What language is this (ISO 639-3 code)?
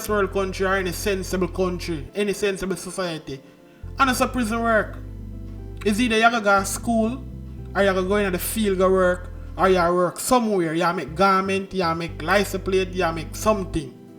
jam